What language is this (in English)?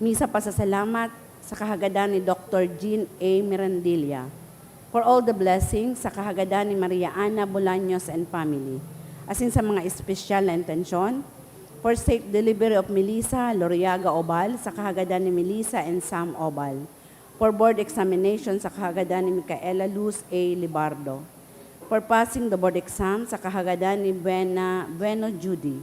Bikol